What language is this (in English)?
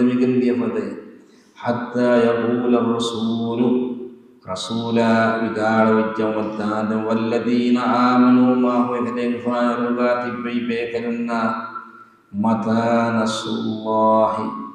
Divehi